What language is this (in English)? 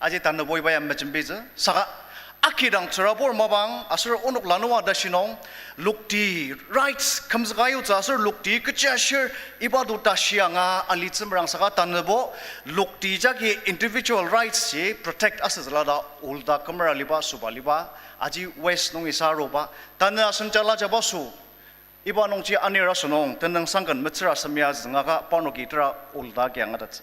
Ao Naga